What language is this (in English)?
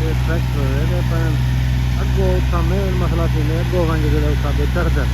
Saraiki